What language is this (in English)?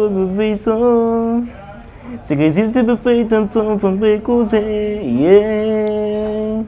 Kabuverdianu